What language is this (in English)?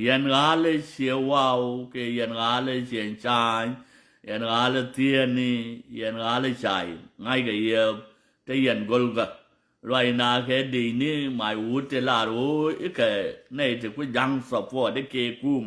Nuer